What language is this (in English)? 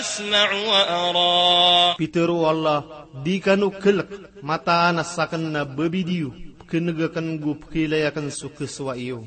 Maranao